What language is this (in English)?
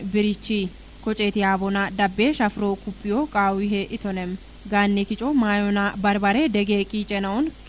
Kafa